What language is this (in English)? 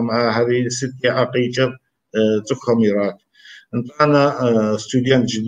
Kabardian